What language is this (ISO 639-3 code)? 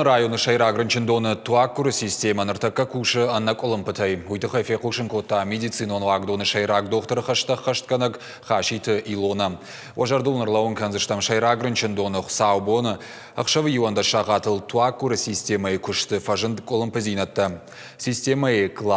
oss